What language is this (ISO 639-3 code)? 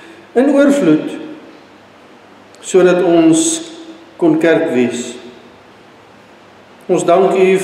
afr